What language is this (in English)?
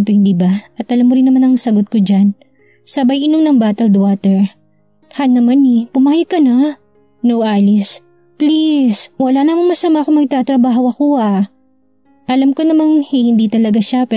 Filipino